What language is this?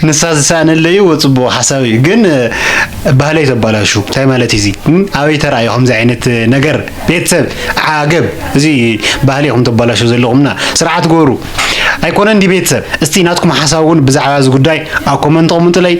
Tigrinya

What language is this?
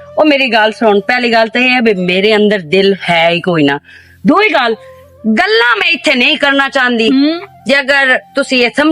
Western Panjabi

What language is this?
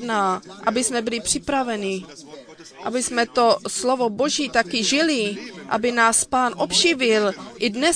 Czech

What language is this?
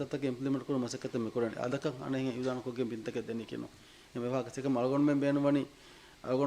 Divehi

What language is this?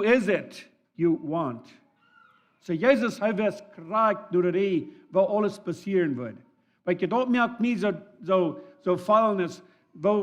Plautdietsch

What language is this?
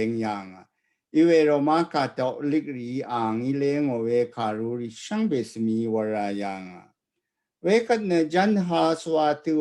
Rawang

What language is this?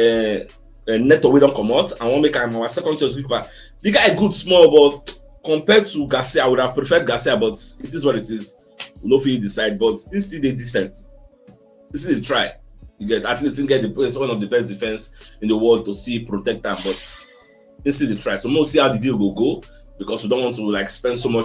Nigerian Pidgin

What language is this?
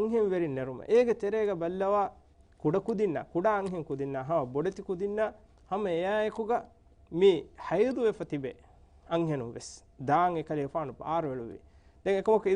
Divehi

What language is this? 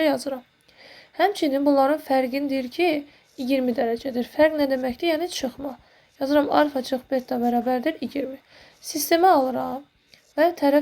Azerbaijani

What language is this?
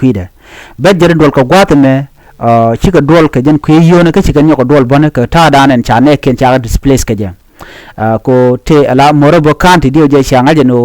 Nuer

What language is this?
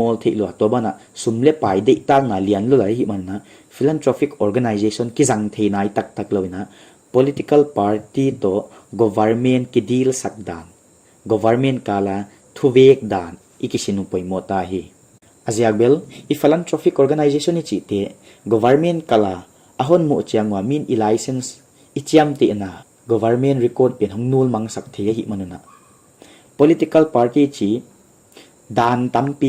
Paite Chin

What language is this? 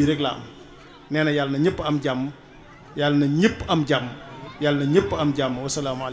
Wolof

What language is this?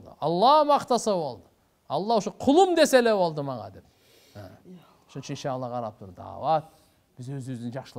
Kyrgyz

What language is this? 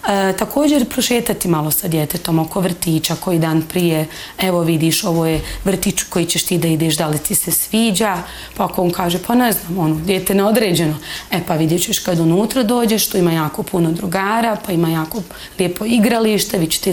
Bosnian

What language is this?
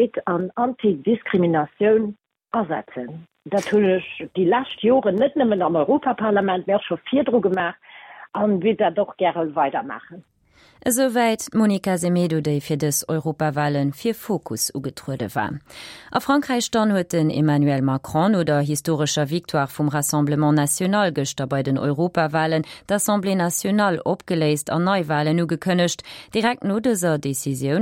Luxembourgish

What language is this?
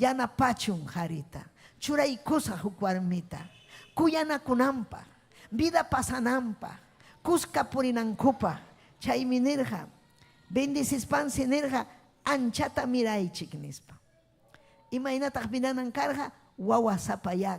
Ayacucho Quechua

